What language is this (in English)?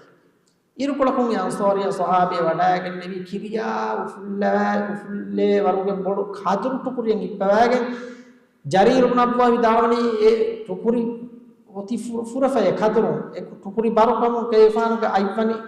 Divehi